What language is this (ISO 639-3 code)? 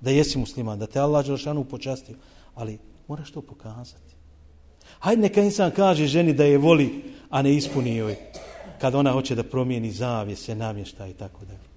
bos